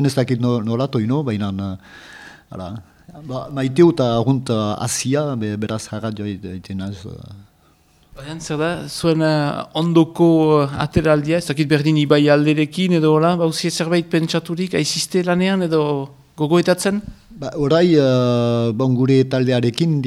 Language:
Basque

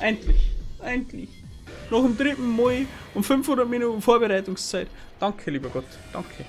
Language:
Bavarian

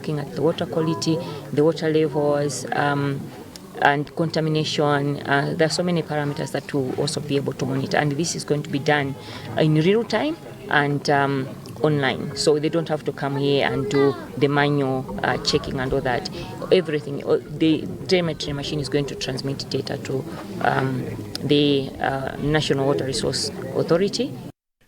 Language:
English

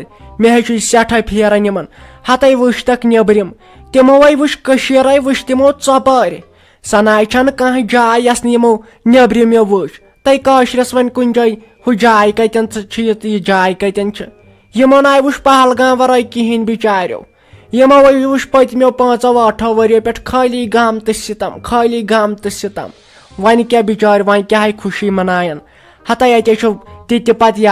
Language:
Kashmiri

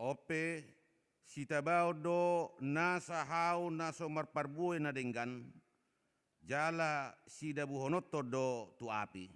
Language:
Batak Toba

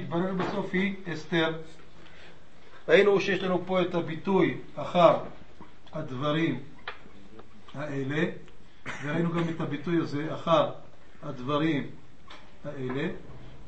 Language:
Hebrew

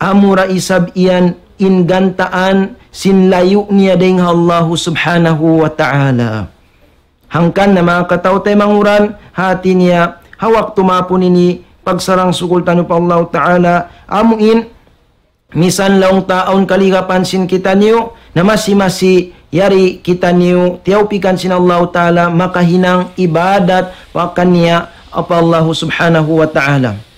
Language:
Tausug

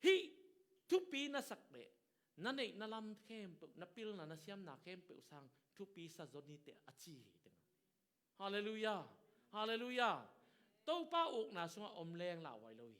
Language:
Tedim Chin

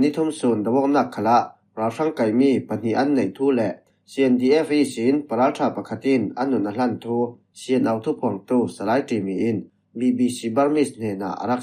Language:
Falam Chin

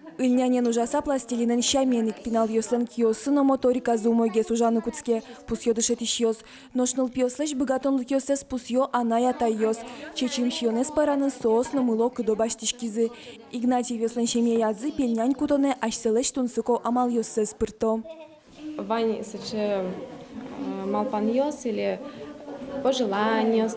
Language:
Udmurt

